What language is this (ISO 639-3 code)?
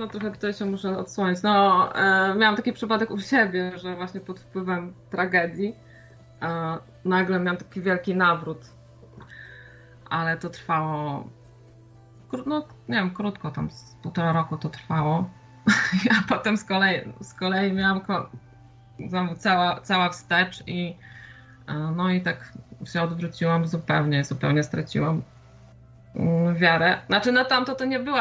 pol